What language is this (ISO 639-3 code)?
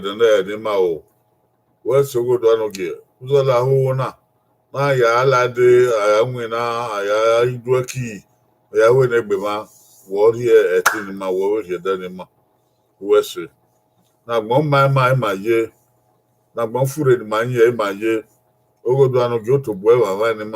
bin